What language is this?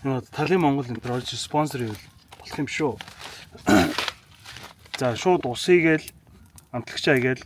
Mongolian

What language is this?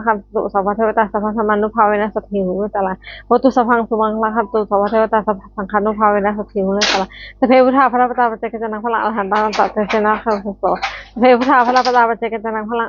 Pali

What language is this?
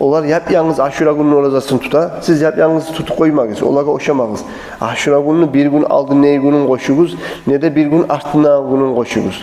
Kumyk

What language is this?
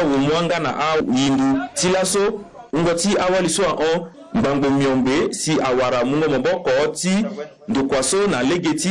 Sango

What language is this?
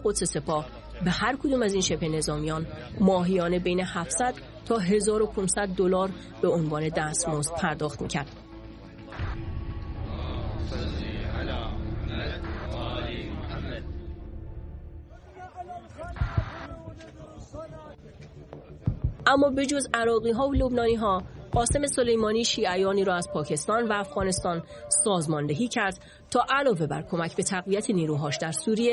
Persian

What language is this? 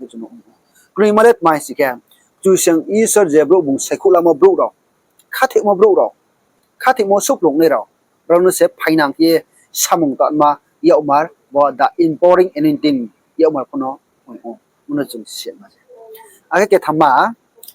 Riang (India)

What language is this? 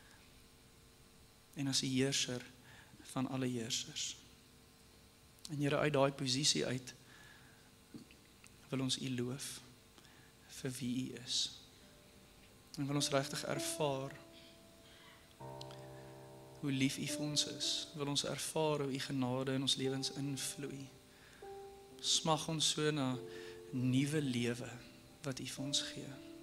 Afrikaans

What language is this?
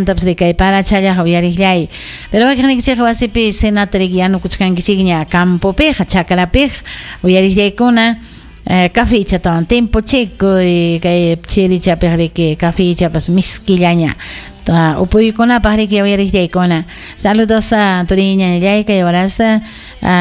Ayacucho Quechua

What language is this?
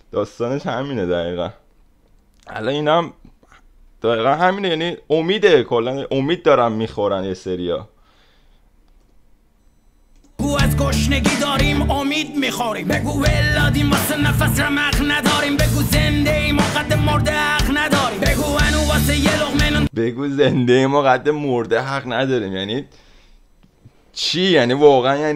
Persian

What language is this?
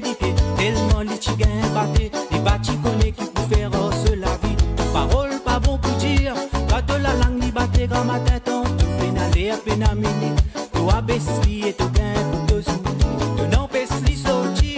Morisyen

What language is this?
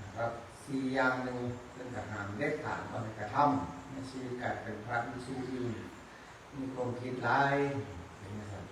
Northeastern Thai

